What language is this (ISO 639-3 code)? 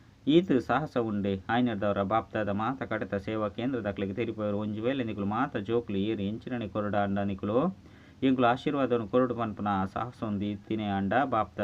tcy